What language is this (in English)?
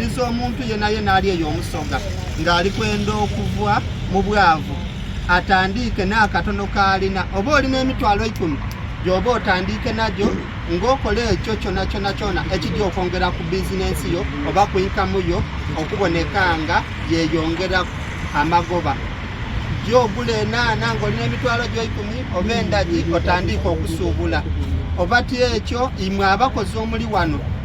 Soga